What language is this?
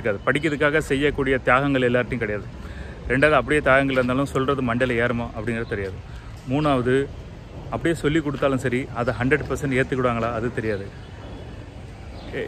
Tamil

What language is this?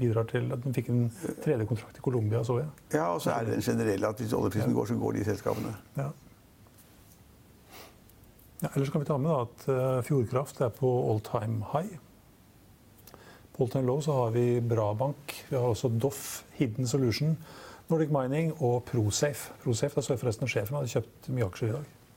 Norwegian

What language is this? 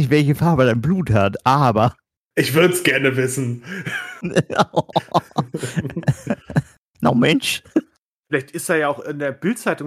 German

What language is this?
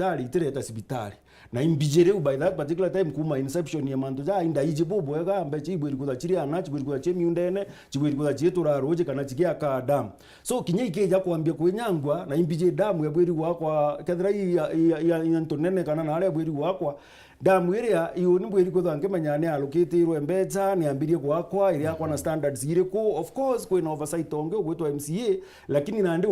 Meru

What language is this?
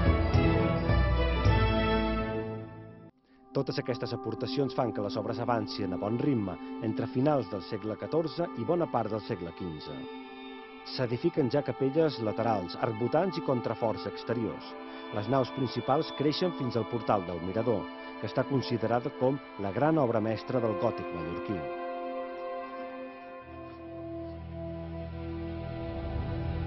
Catalan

